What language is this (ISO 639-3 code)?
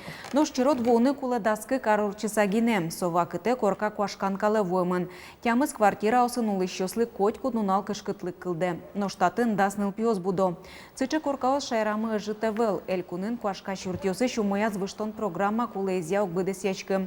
udm